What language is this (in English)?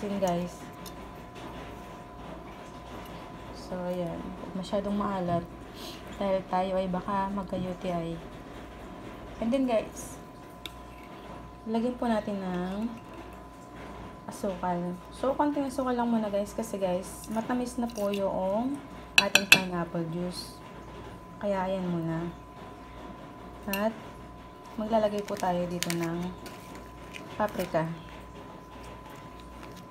Filipino